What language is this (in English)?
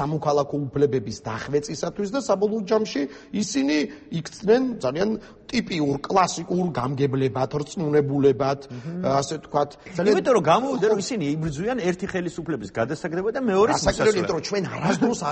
Georgian